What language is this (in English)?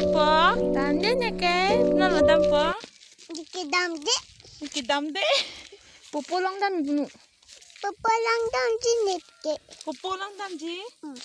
Karbi